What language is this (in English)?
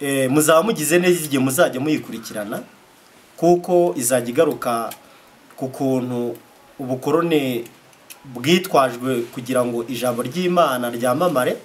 Kinyarwanda